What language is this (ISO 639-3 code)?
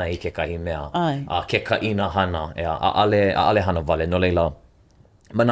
haw